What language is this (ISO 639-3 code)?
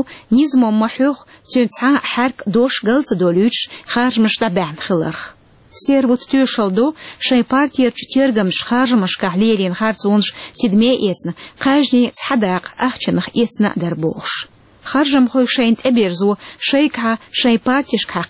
che